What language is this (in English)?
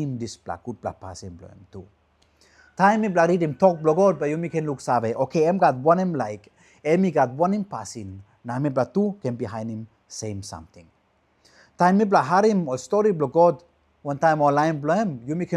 Tok Pisin